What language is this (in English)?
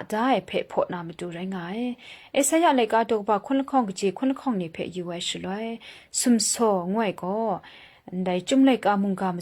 Kachin